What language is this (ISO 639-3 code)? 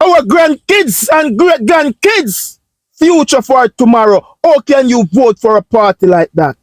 jam